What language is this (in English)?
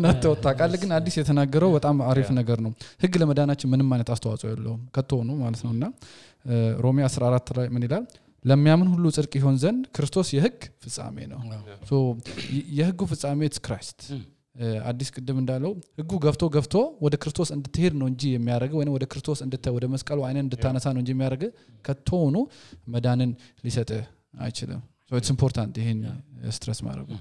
Amharic